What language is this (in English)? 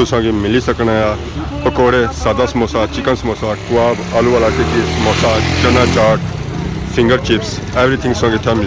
Pahari-Potwari